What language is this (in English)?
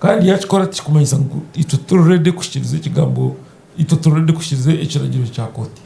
Nyankole